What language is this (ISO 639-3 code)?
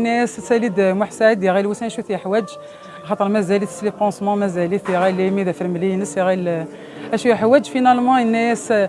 kab